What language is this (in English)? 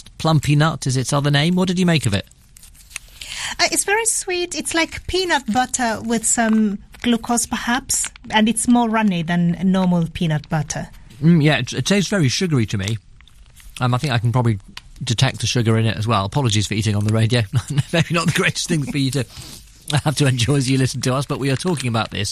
English